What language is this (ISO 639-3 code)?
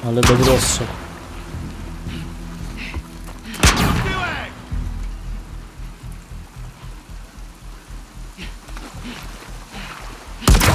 pol